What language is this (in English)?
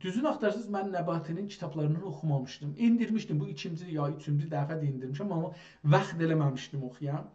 South Azerbaijani